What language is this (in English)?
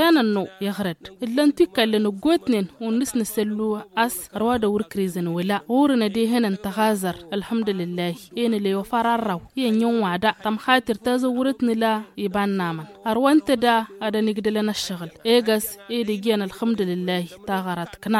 Tamasheq